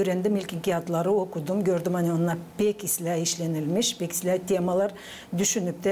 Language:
Gagauz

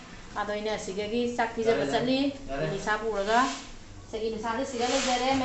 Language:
Manipuri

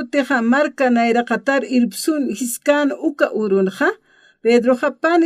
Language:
Aymara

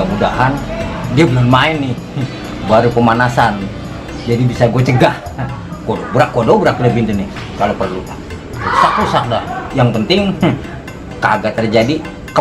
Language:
Betawi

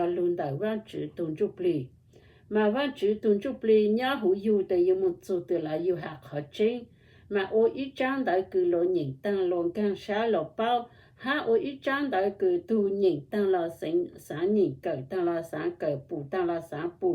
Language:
Hmong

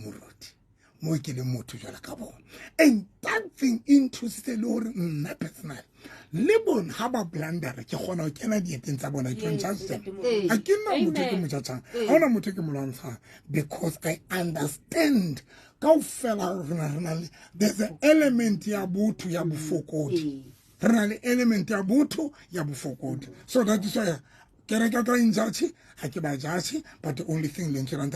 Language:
Southern Sotho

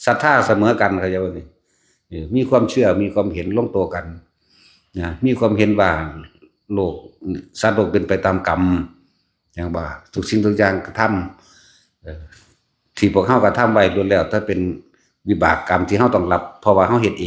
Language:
Northeastern Thai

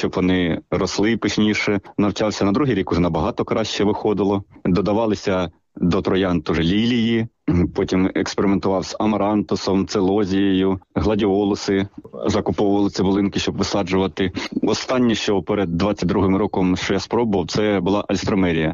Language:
Ukrainian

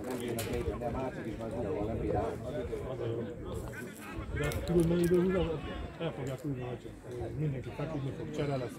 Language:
Hungarian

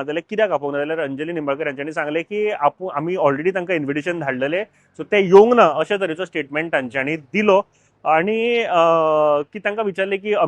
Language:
Konkani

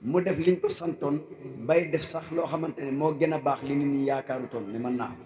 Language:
Wolof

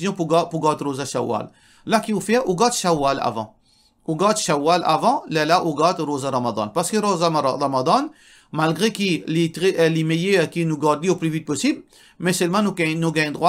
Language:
Morisyen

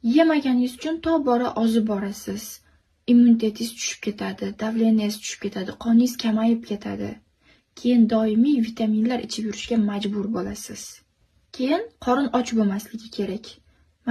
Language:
Uzbek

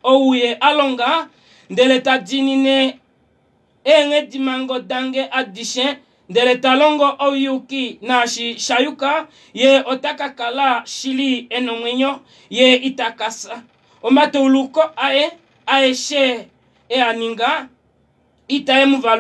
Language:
Kuanyama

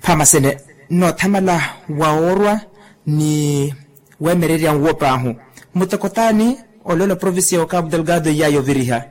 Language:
Makhuwa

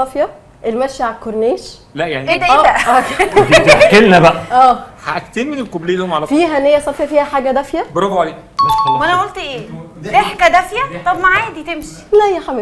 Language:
Egyptian Arabic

